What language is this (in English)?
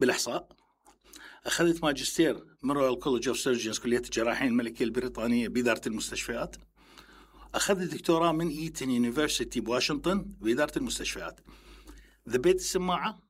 Mesopotamian Arabic